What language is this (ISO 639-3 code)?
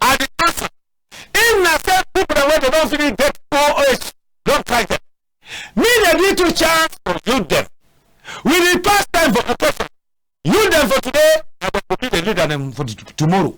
wes